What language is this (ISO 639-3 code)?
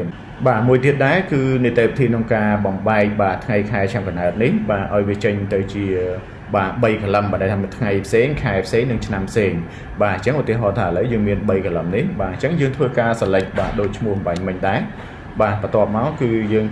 khm